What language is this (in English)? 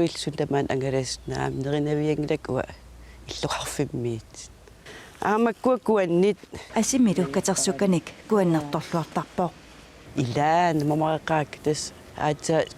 Kalaallisut